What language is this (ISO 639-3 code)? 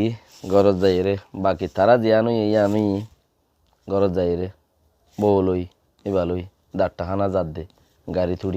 rhg